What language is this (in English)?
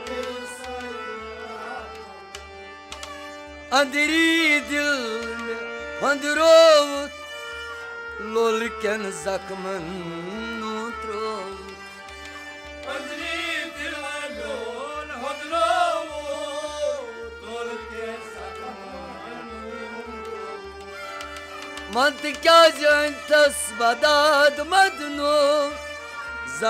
Kashmiri